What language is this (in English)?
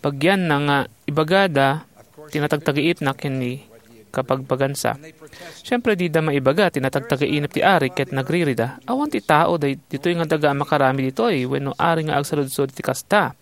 Iloko